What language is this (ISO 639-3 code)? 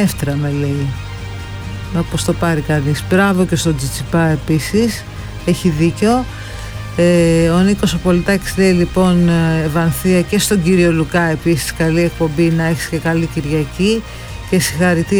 ell